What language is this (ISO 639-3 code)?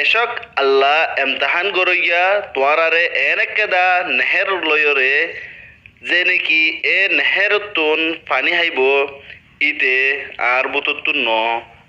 rhg